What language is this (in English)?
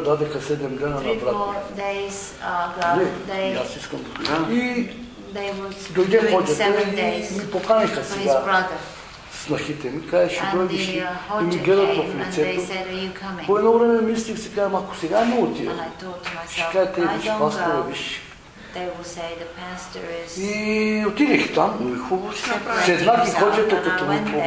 Bulgarian